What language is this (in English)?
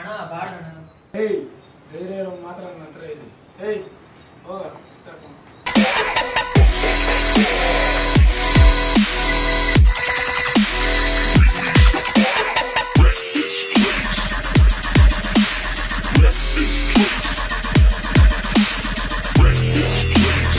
Kannada